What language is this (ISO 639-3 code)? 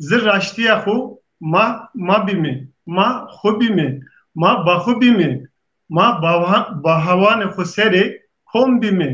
zza